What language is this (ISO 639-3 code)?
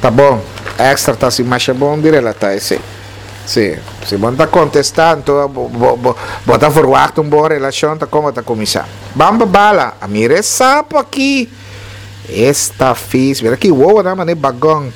pap